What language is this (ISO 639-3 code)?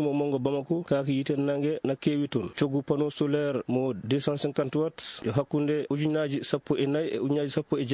ful